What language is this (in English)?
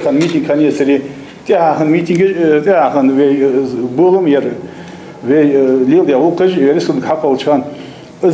Ingush